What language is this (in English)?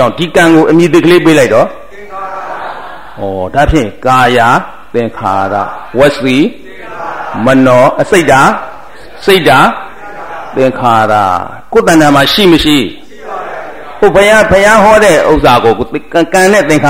Burmese